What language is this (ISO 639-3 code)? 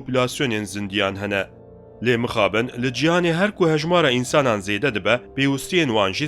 kur